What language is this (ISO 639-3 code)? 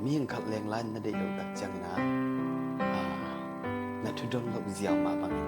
ctd